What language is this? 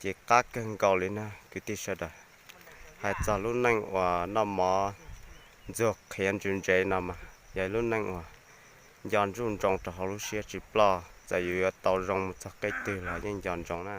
Hmong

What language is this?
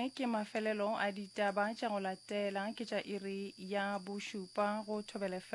Northern Sotho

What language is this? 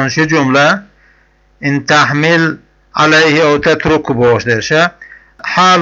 Chechen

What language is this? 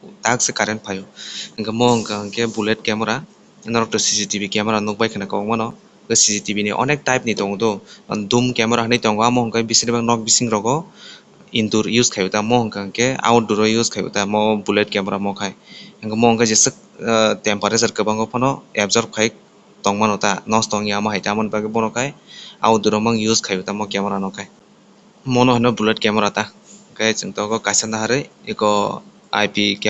Kok Borok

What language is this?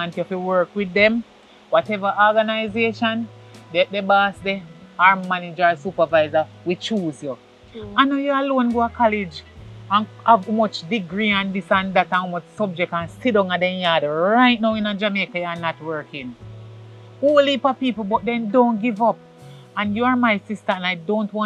Jamaican Creole English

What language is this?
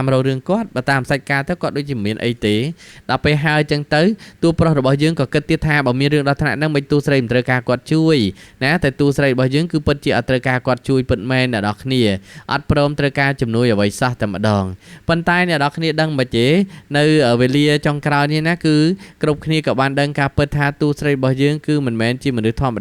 Khmer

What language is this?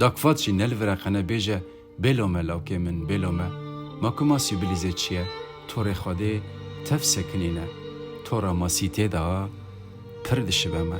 Kurdish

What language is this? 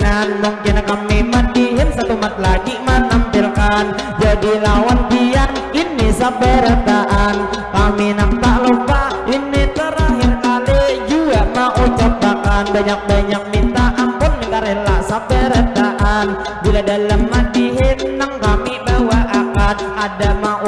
Banjar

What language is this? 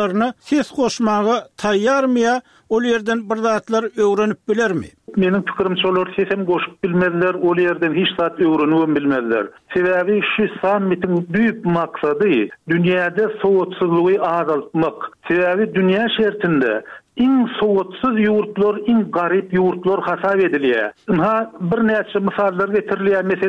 Turkmen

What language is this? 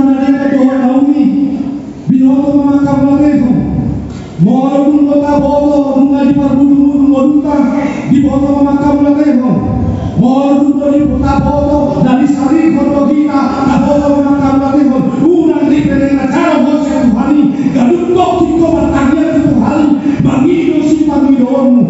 Batak Toba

